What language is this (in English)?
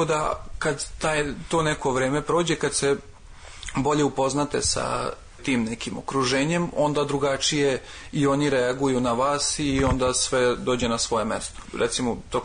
Serbian